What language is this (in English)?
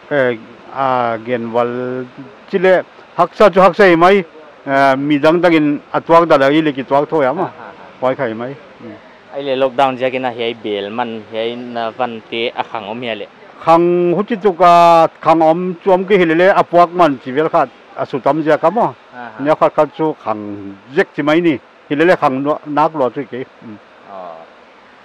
Paite Chin